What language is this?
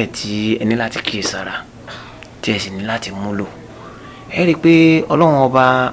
Yoruba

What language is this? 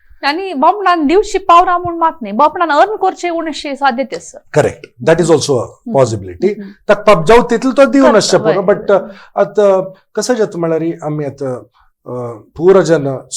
Konkani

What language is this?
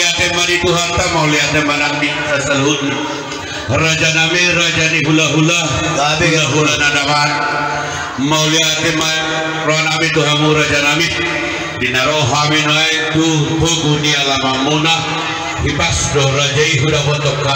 Batak Toba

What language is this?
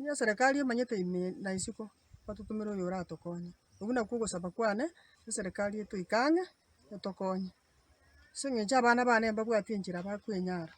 Gusii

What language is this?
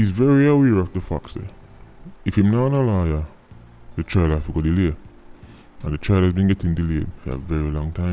Jamaican Creole English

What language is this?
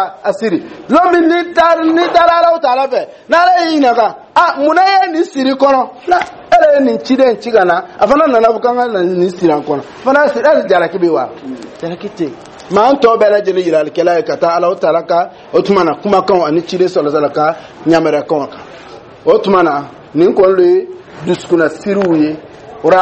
Dyula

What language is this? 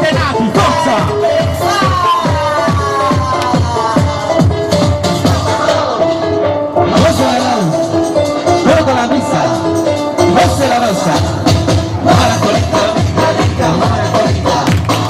Italian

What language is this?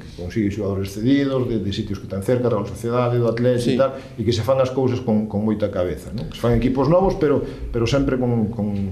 Galician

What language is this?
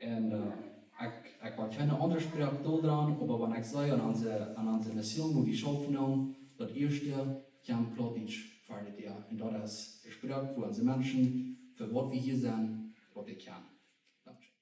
Plautdietsch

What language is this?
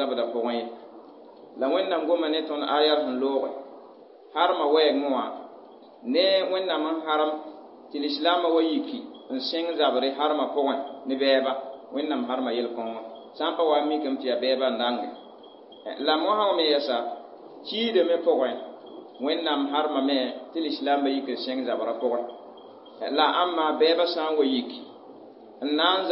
Mossi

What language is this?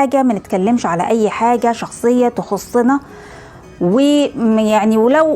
Egyptian Arabic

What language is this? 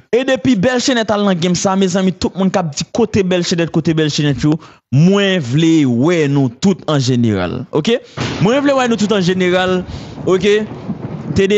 Haitian Creole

